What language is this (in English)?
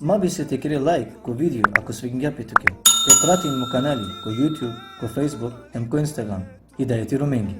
Balkan Romani